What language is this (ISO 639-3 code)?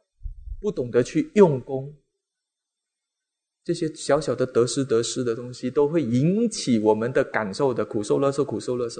zho